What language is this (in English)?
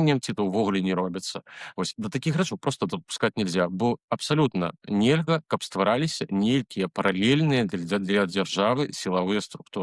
Belarusian